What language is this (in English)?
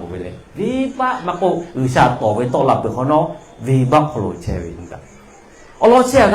Lahu